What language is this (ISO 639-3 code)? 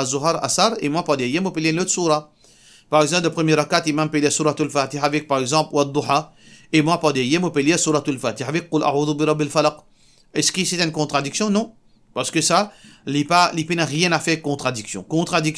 mfe